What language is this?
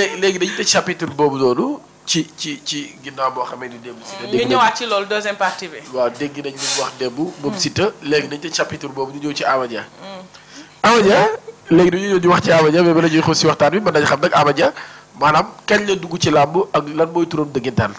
Wolof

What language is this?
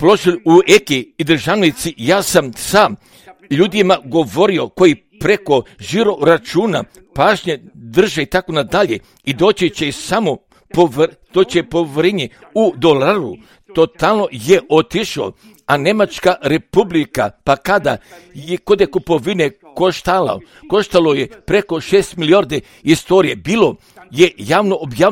Croatian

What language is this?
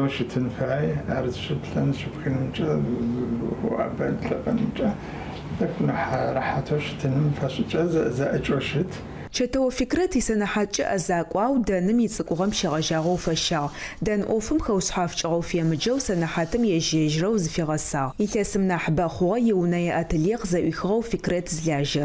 Adyghe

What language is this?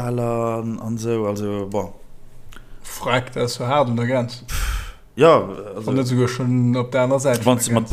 Luxembourgish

